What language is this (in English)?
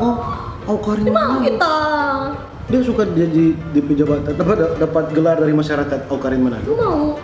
Manado Malay